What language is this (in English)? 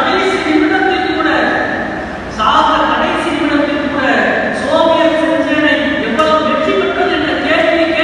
Tamil